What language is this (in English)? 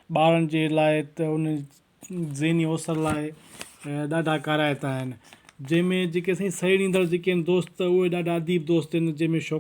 Sindhi